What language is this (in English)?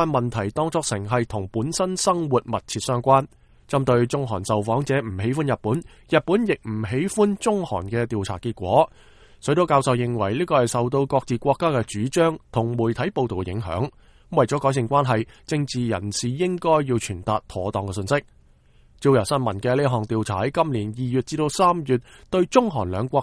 Cantonese